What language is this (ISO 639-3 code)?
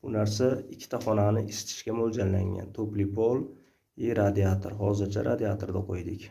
uzb